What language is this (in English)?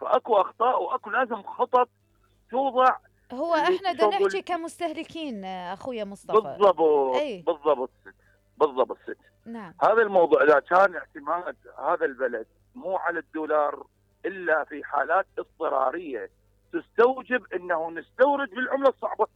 Mesopotamian Arabic